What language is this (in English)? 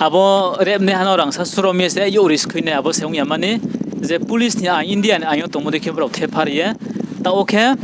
Riang (India)